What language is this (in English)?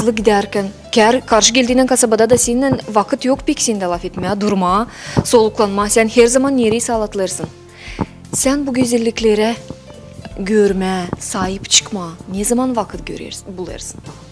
Gagauz